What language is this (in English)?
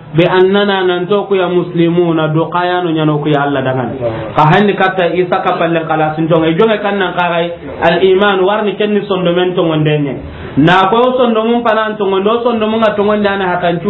Soninke